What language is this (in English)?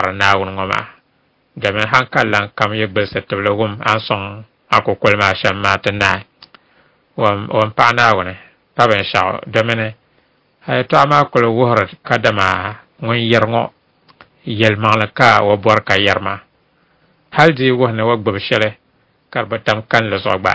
Dagbani